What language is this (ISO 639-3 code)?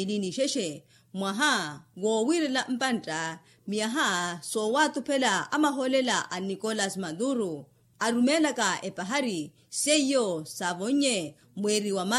vmw